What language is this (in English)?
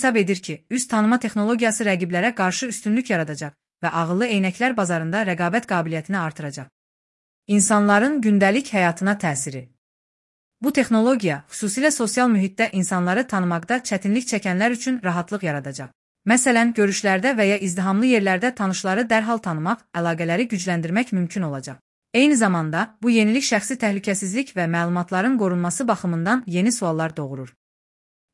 Azerbaijani